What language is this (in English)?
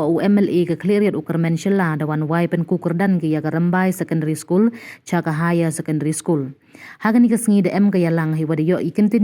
Pnar